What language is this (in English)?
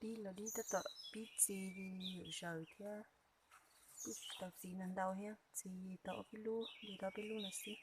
Hmong